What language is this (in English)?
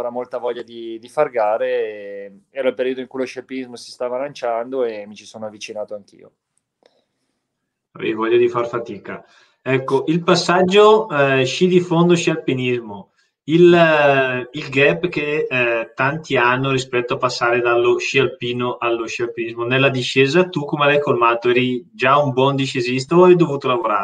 Italian